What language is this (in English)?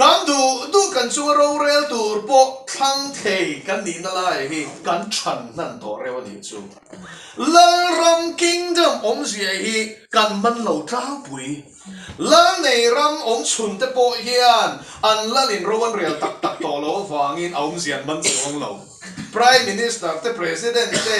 Mizo